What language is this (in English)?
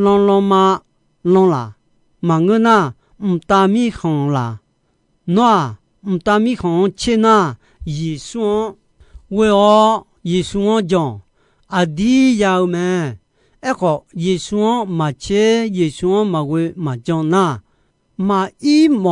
Akha